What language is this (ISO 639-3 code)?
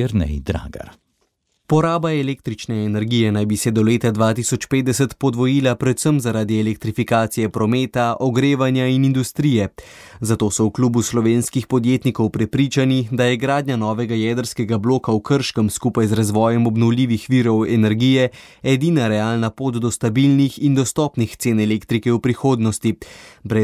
slv